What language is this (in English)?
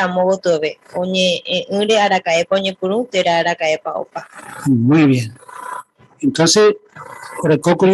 Guarani